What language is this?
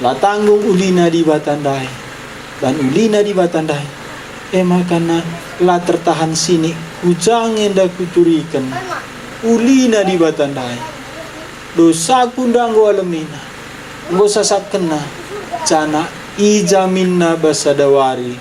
Batak Karo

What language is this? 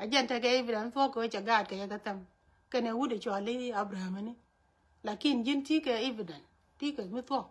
Nuer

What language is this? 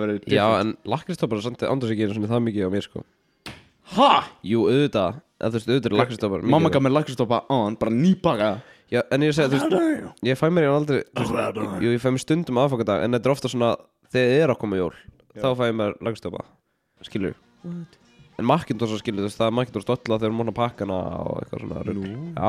Icelandic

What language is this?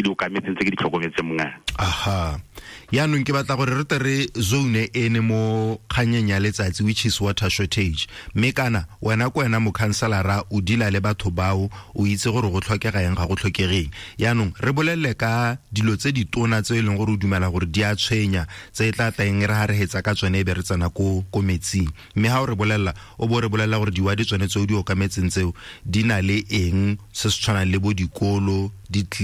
Tswana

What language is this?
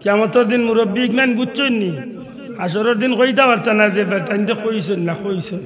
Sylheti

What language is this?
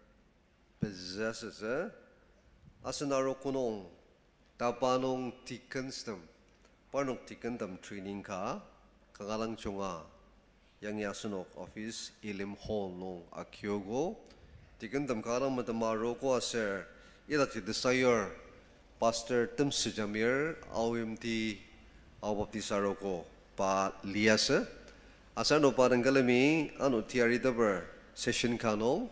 Ao Naga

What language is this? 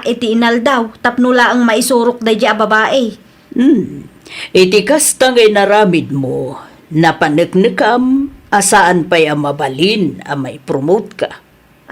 Iloko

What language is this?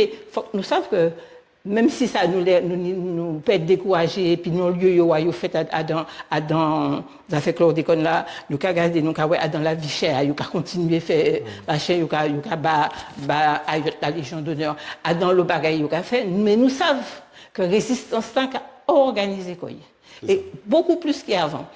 Guadeloupean Creole French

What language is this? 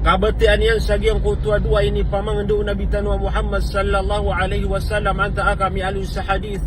Maranao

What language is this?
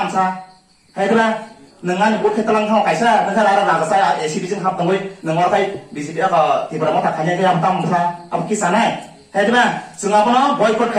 Kok Borok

